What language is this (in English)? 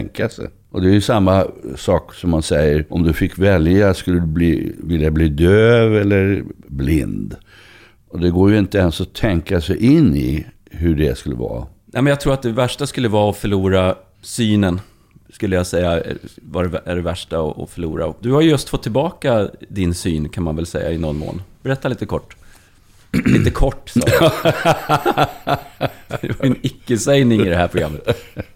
Swedish